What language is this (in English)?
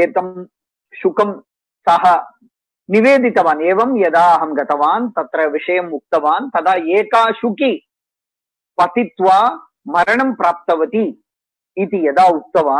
Sanskrit